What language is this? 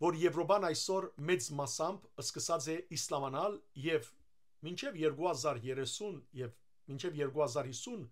Western Armenian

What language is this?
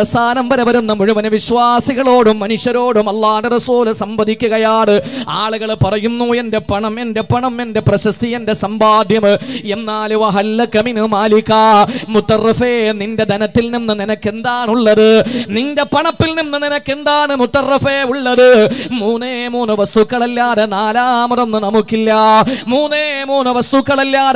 Malayalam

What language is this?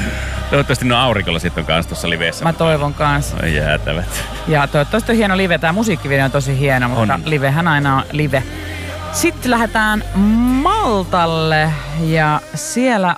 Finnish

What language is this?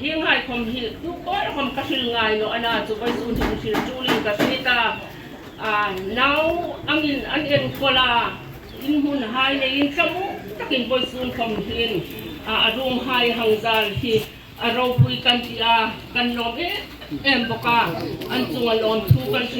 Hmar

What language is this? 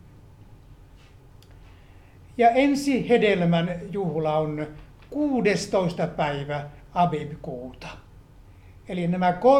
Finnish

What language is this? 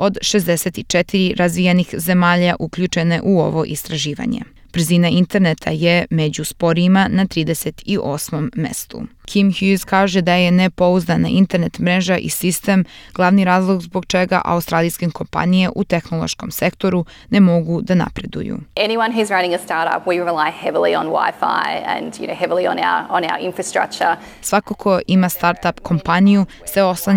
Croatian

